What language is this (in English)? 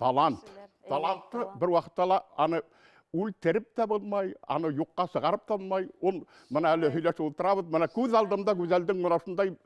Bashkir